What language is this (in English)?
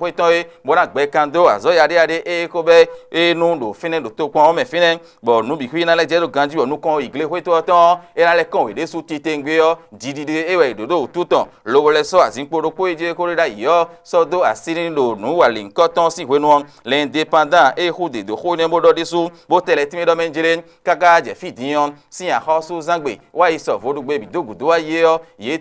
Fon